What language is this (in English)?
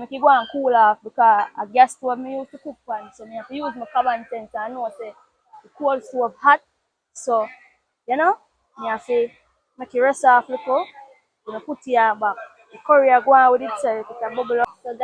Jamaican Creole English